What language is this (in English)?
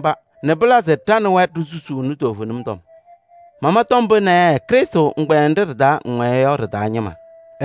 Kabiyè